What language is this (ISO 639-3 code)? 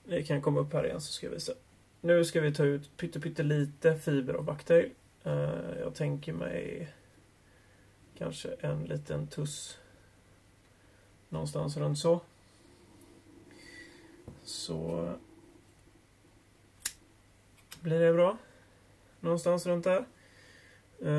swe